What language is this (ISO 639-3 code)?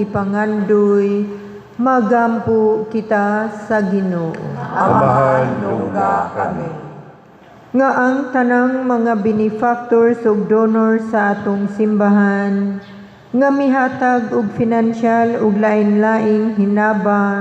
ceb